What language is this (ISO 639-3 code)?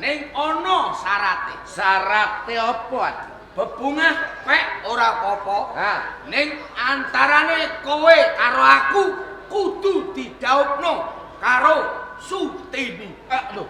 jav